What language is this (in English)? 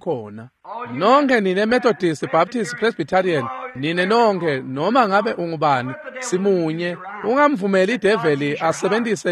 Swati